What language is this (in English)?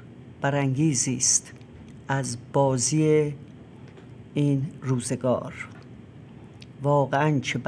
Persian